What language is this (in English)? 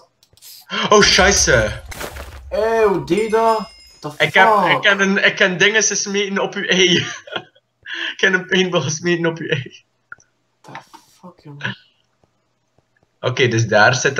Dutch